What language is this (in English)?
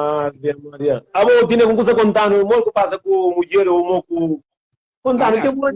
Kabuverdianu